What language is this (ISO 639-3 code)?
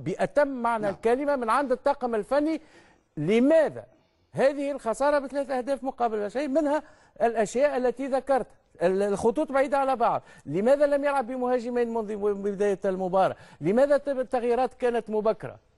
arz